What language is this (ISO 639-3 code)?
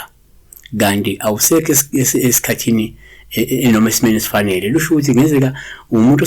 zul